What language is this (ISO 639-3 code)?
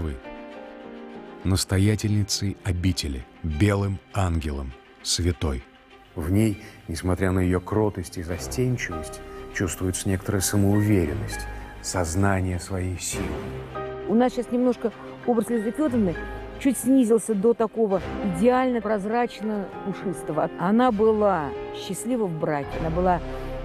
rus